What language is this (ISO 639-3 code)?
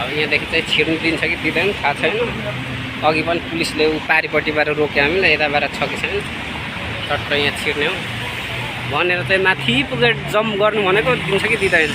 nep